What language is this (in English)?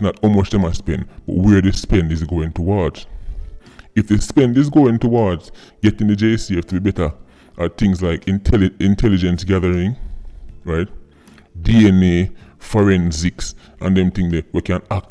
Jamaican Creole English